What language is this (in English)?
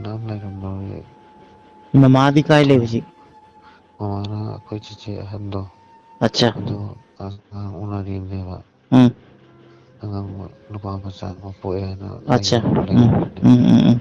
Manipuri